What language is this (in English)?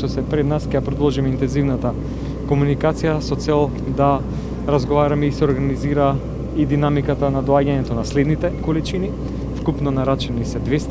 Macedonian